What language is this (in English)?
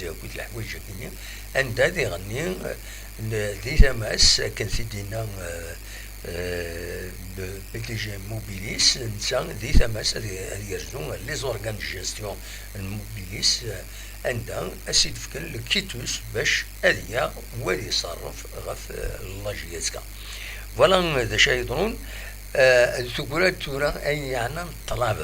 Kabyle